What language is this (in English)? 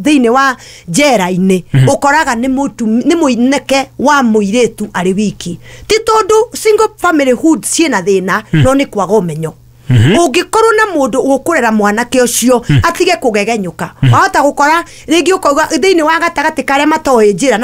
Kikuyu